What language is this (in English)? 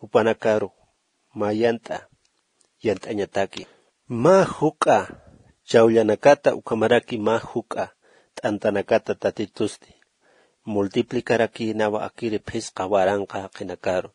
Aymara